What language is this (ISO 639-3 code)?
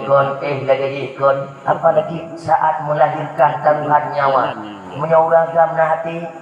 ace